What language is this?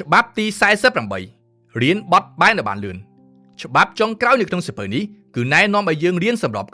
Khmer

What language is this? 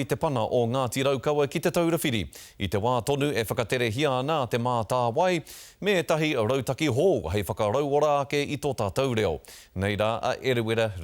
Māori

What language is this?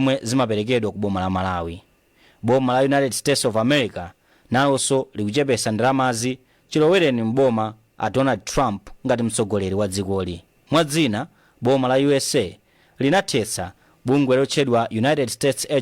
Nyanja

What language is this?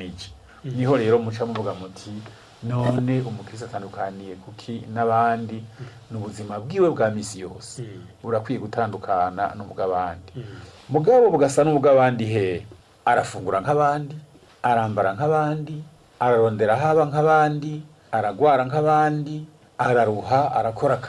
Rundi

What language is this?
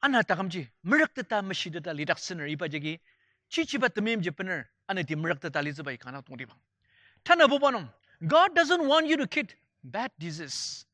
Ao Naga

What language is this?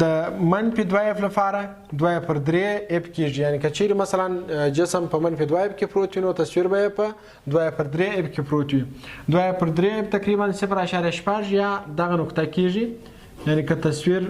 Pashto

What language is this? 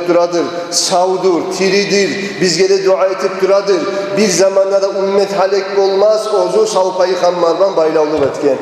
Kumyk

